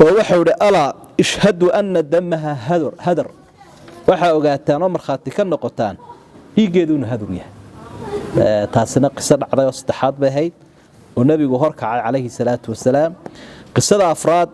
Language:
Somali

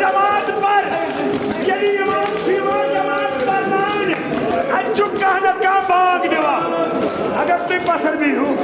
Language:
Kashmiri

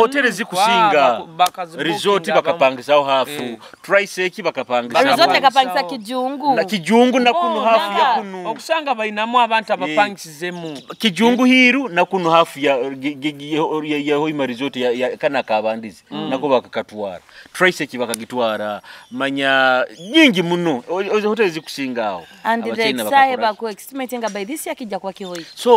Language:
Nyoro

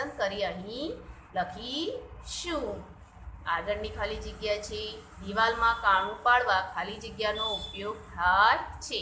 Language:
Gujarati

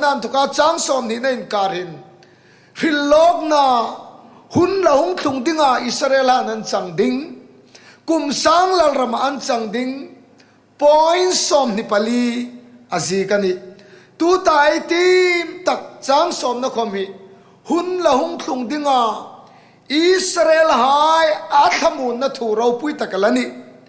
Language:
Hmar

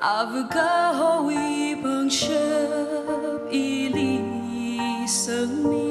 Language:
Tangkhul Naga (India)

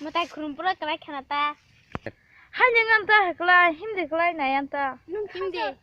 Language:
Kok Borok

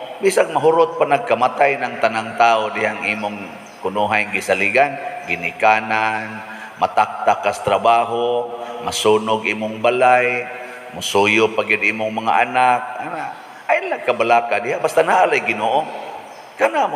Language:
Cebuano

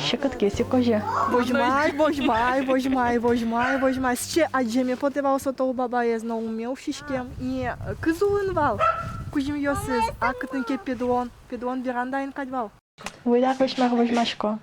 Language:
Udmurt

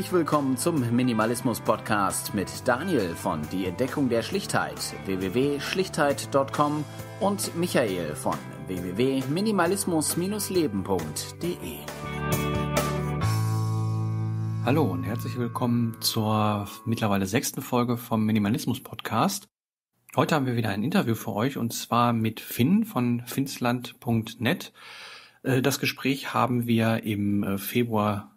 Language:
German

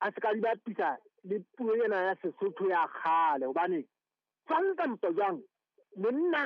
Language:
Southern Sotho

